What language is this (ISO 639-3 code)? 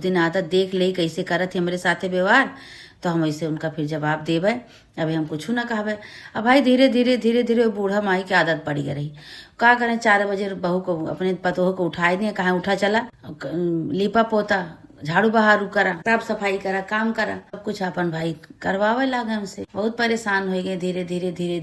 awa